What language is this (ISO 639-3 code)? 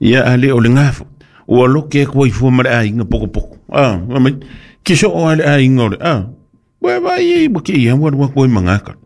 smo